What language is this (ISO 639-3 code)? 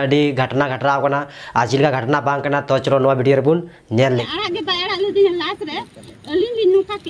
sat